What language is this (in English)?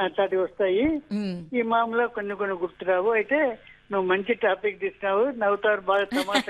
Telugu